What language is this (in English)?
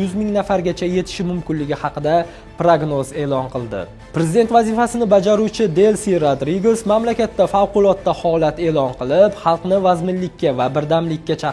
Uzbek